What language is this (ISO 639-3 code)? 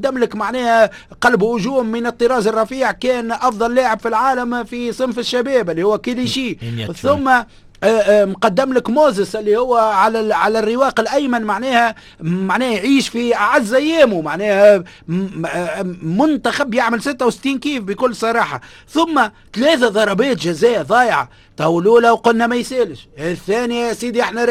aeb